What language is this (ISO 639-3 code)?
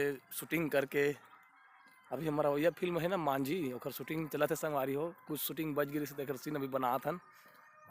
hne